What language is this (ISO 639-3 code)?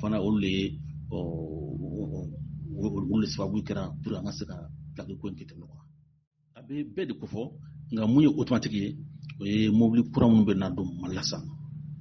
bam